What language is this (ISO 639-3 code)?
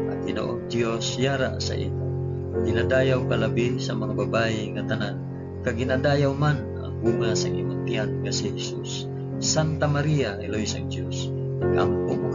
hil